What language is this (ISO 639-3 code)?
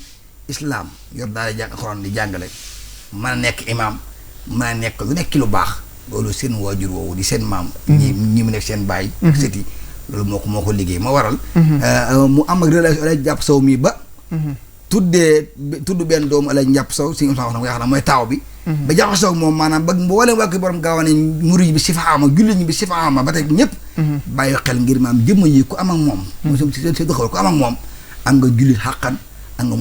wol